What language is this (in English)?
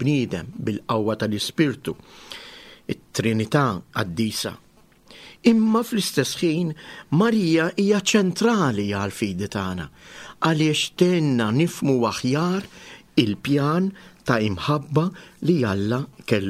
Maltese